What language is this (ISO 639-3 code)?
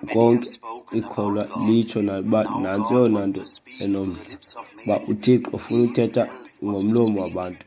xho